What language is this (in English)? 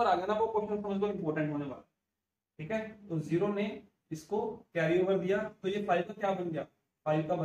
Hindi